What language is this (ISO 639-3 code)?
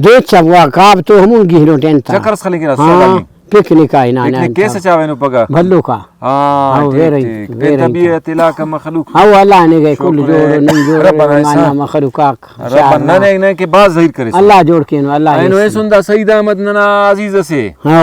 brh